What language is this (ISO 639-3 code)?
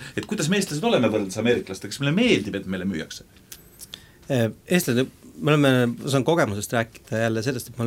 est